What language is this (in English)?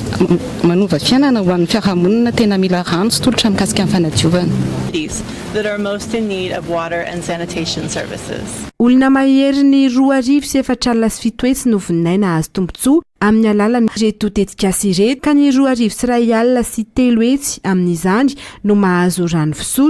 Malagasy